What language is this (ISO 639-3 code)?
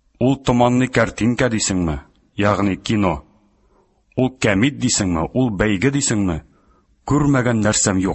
tat